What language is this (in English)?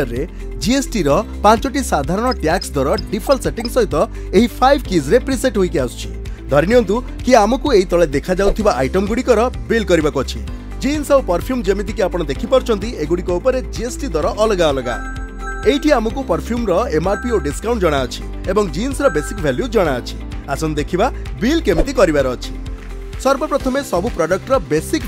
Odia